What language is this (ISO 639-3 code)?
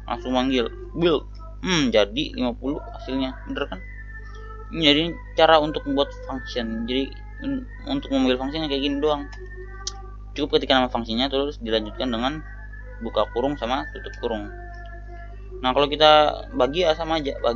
ind